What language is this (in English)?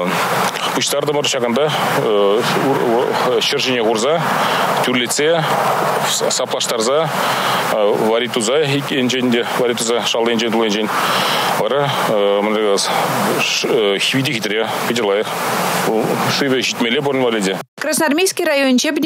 Chuvash